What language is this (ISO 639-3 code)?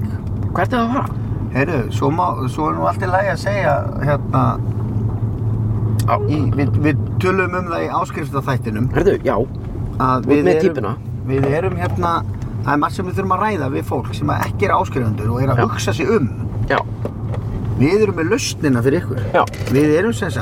isl